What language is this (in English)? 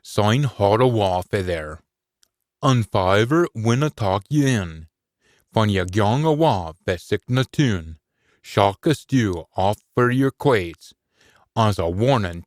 Scots